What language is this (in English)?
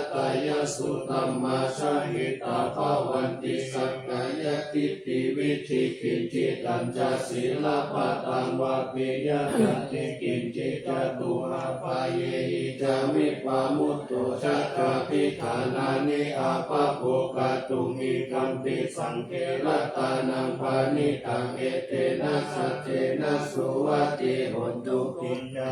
Pali